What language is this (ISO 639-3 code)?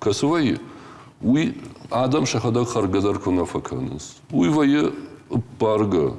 oss